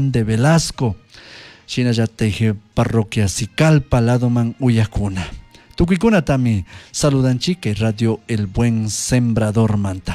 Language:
Chimborazo Highland Quichua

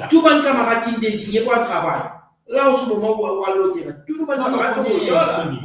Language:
Morisyen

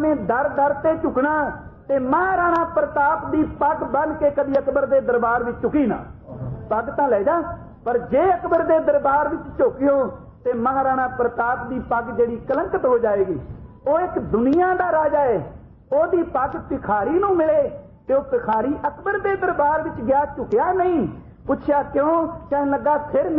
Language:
Punjabi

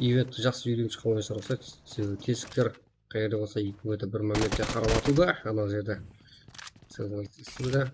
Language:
Kara-Kalpak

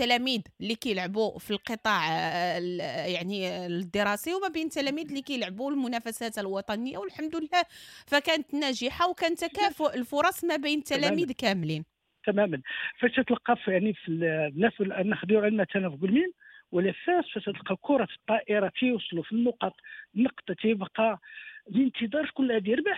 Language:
Moroccan Arabic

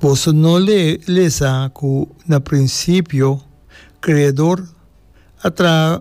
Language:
Papiamento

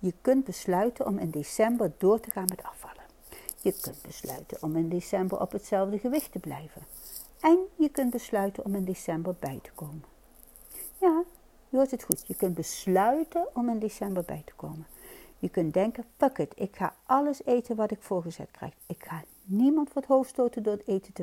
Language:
Dutch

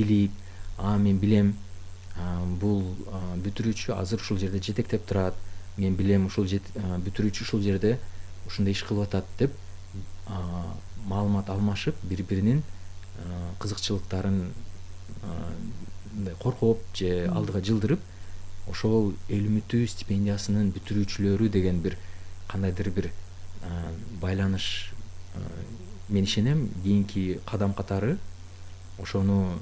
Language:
Kyrgyz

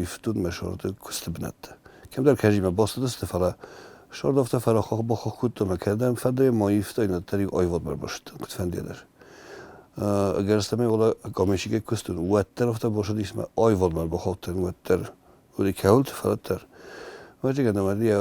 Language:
Ossetic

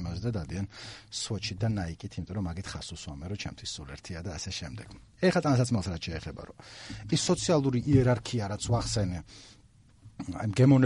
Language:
Georgian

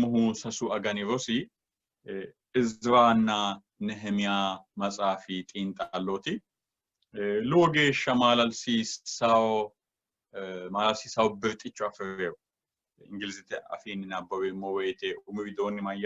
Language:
Sidamo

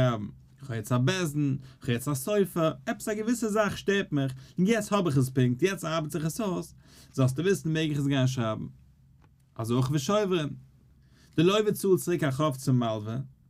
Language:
Yiddish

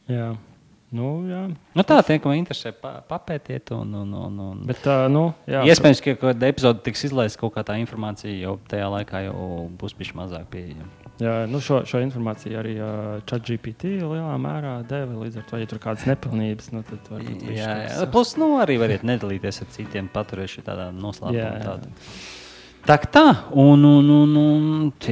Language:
Latvian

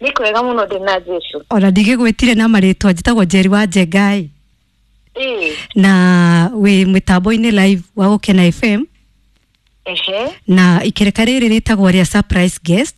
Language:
Kikuyu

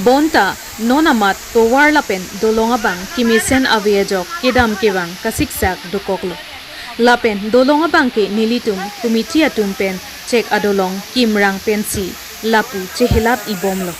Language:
Karbi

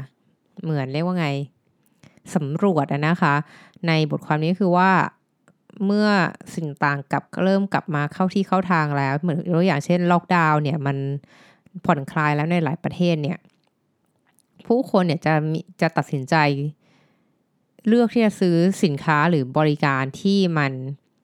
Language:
Thai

